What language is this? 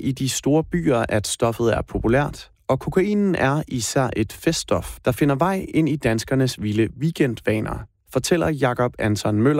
Danish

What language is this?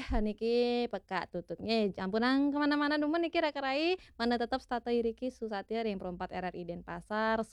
Balinese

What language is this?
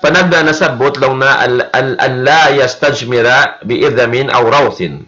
Tausug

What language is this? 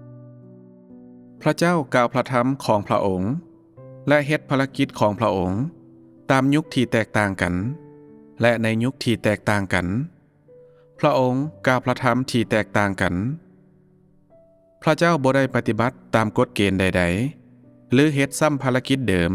Lao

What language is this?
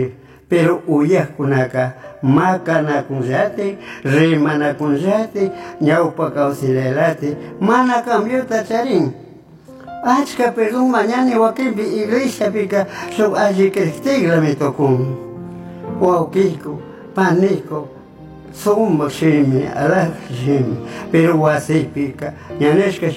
Chimborazo Highland Quichua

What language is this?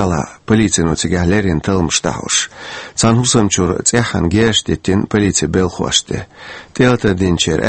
Chechen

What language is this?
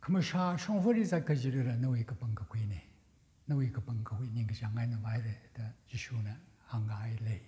Tangkhul Naga (India)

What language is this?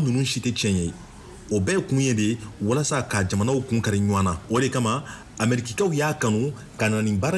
Bambara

